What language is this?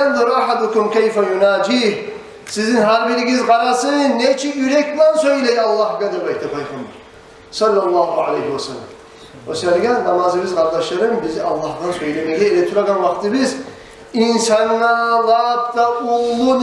Kumyk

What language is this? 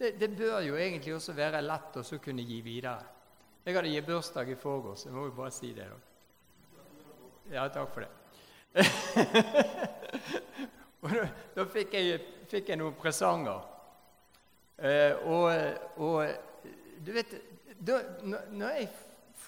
Norwegian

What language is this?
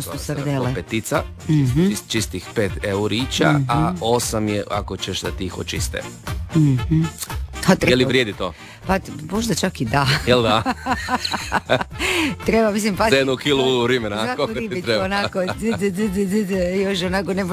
Croatian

